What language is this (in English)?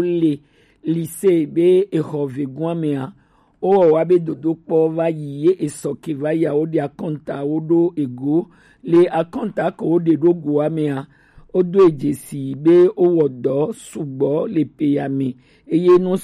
Gen